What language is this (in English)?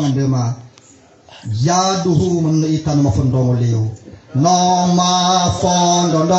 Nias